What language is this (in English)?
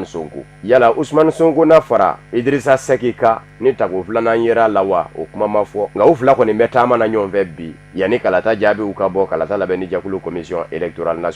Bambara